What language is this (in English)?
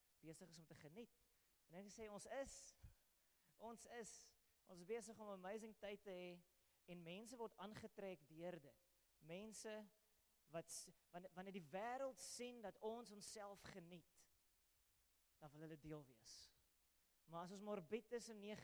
Afrikaans